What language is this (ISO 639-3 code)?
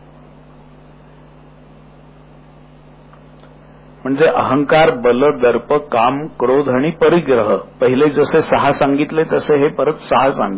mar